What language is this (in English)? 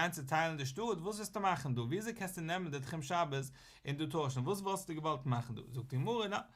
Yiddish